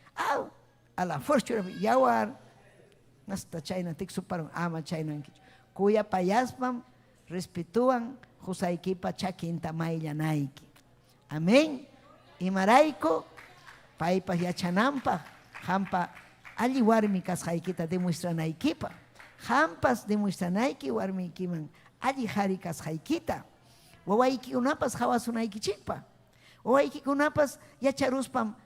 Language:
Ayacucho Quechua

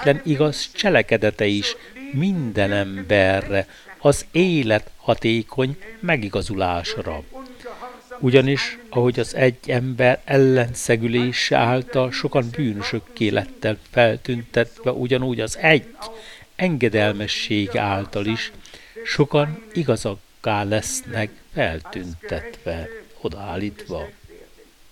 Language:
Hungarian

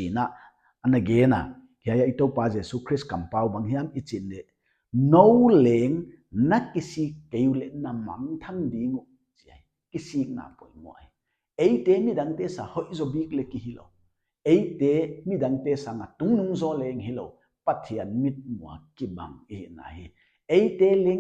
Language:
Paite Chin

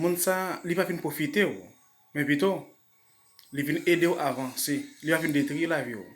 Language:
Haitian Creole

